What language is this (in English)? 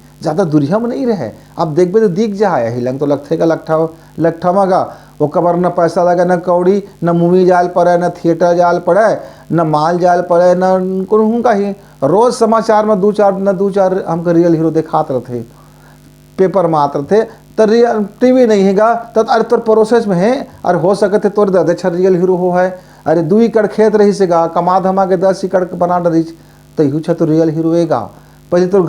Chhattisgarhi